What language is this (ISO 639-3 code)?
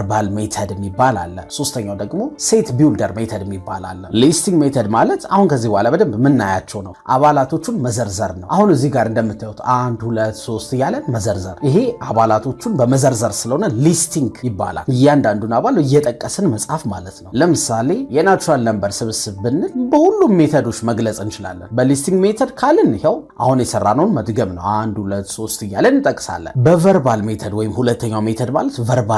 amh